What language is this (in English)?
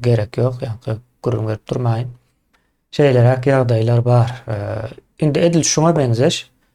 Turkmen